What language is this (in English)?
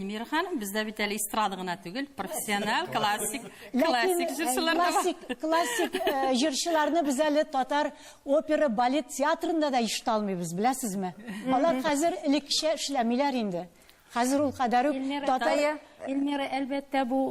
Tatar